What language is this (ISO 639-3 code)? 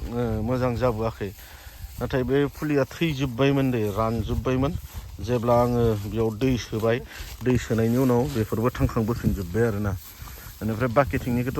brx